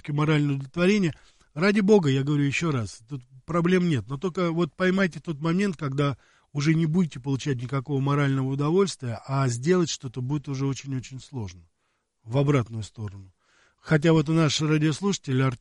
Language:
Russian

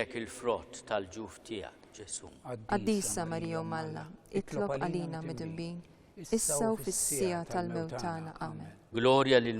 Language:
Maltese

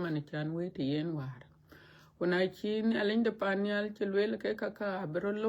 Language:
Dinka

